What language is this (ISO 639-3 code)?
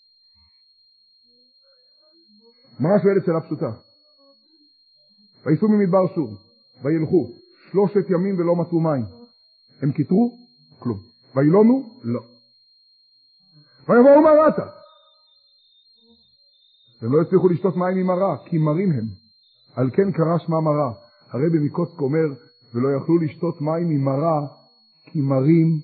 heb